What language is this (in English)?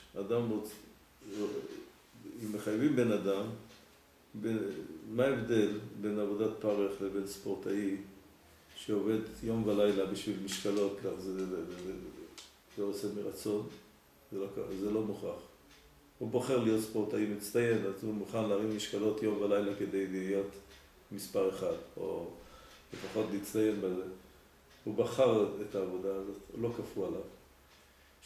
Hebrew